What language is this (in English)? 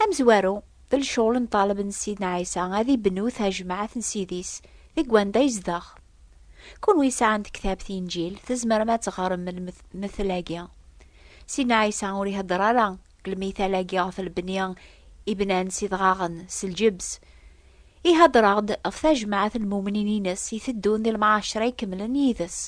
Kabyle